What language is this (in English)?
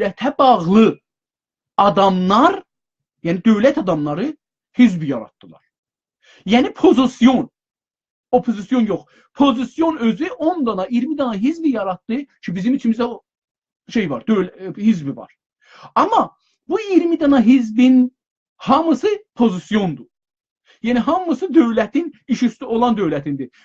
South Azerbaijani